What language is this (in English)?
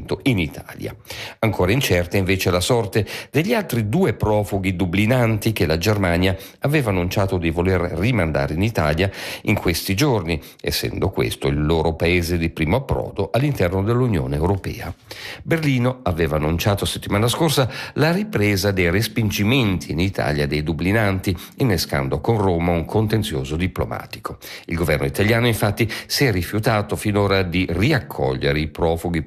Italian